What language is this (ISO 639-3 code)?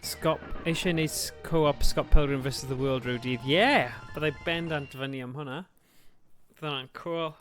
cym